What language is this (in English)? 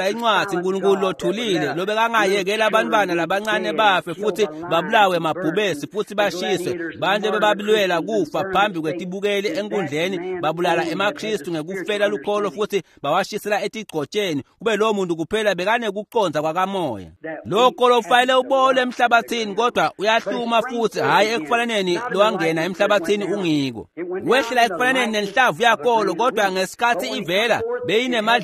Swati